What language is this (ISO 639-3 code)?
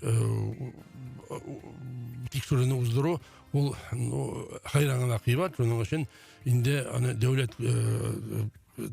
tat